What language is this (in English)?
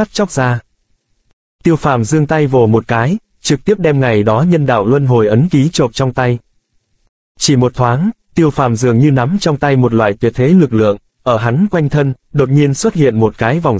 Vietnamese